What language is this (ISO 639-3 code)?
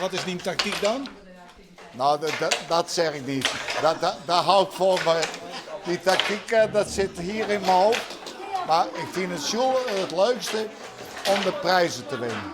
fry